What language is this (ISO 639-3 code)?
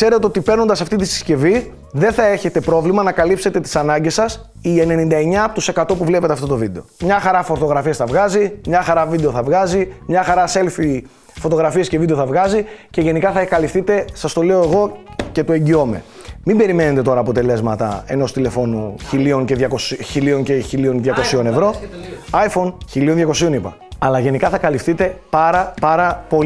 ell